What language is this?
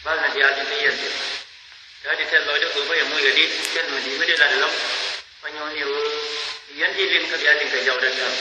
Nuer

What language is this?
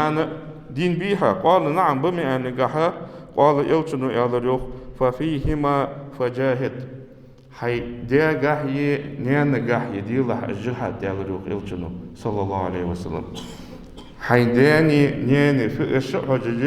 Ingush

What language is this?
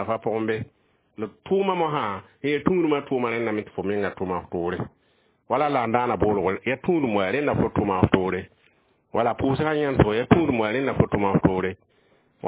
Mossi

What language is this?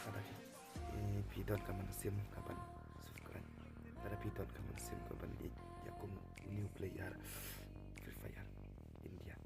Khasi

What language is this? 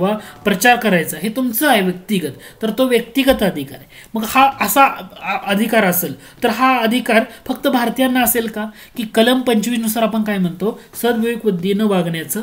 Marathi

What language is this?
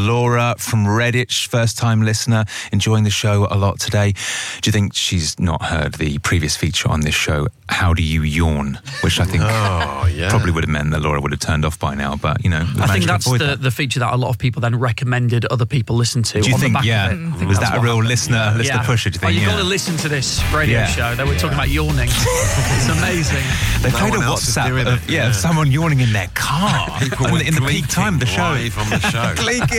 English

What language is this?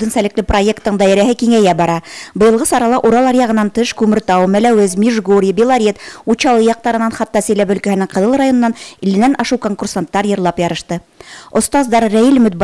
Bashkir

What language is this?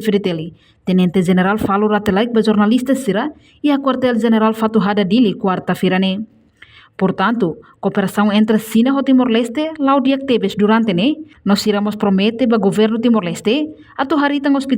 Tetum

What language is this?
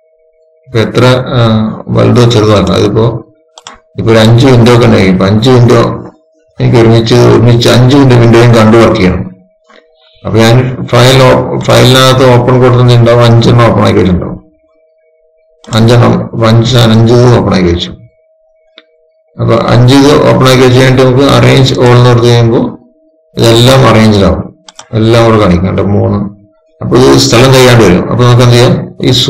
Malayalam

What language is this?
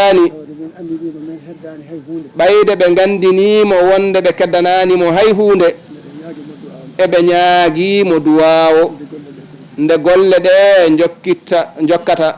Fula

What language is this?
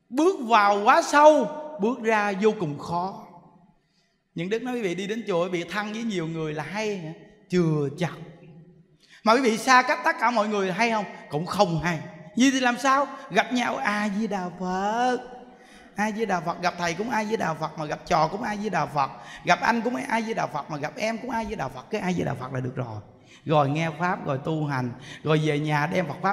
Vietnamese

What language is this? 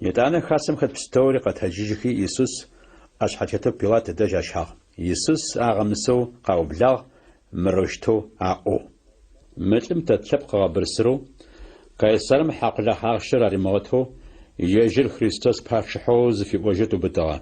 Adyghe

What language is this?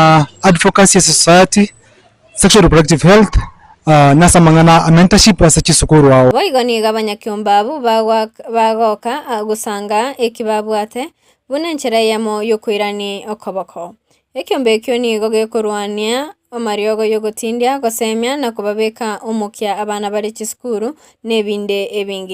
Gusii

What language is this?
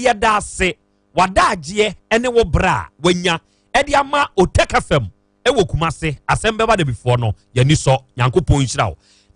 Akan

